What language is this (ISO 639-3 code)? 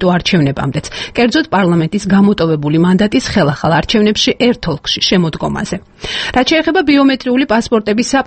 kat